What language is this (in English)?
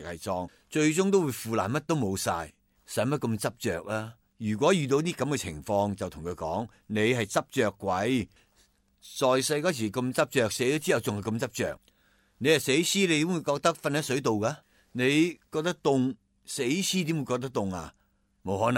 Cantonese